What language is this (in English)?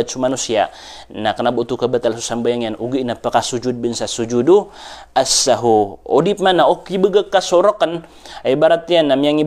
Maranao